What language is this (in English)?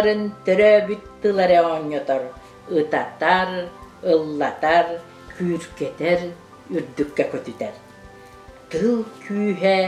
Yakut